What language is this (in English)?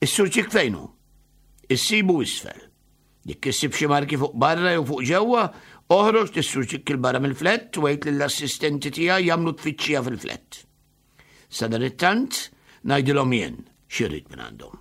Maltese